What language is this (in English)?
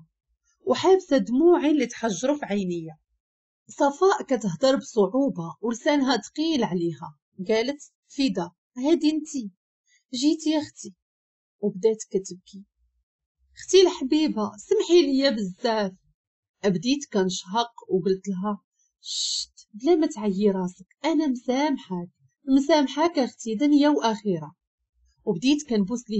Moroccan Arabic